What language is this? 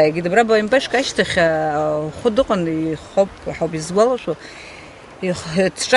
Abkhazian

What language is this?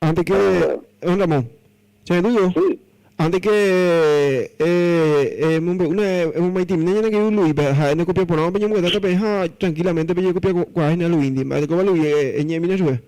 Guarani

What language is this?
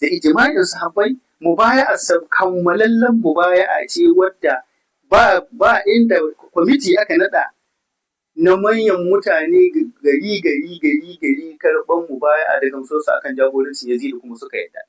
Hausa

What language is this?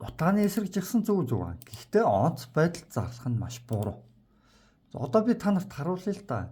Mongolian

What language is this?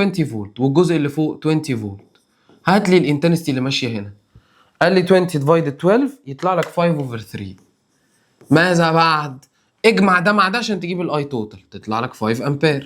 Egyptian Arabic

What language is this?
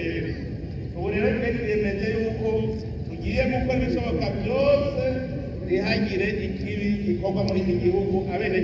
Rundi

